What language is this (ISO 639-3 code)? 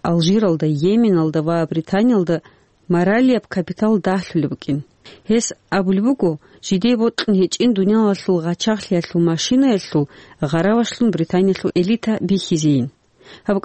ava